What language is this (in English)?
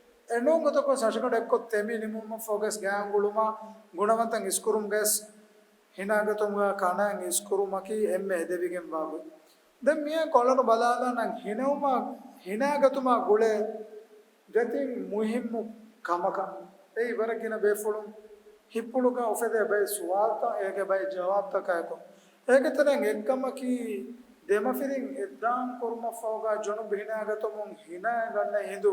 Divehi